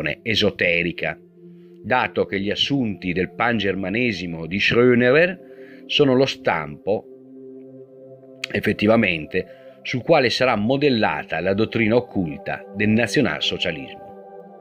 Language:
Italian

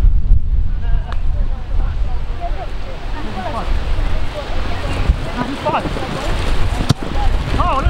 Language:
Romanian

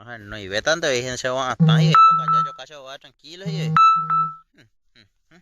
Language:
Guarani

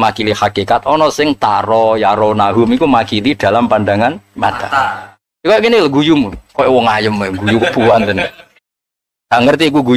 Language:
Javanese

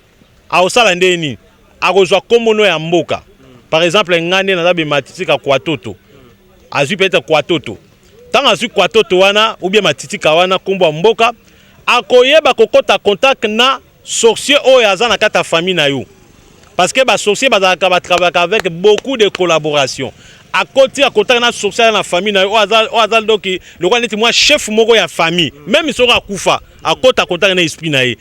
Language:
Lingala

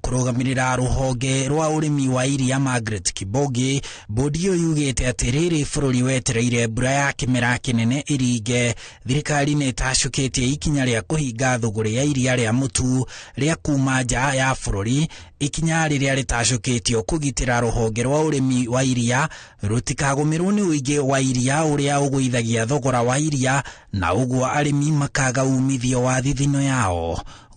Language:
Kikuyu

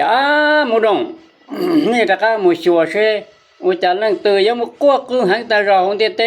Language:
Hmong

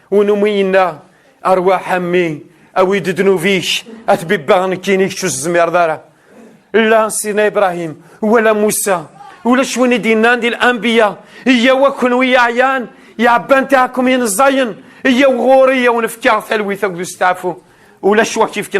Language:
Kabyle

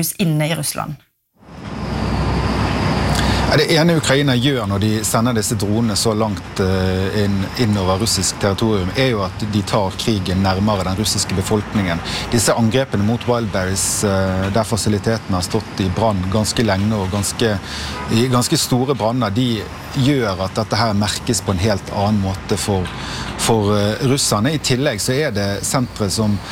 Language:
Norwegian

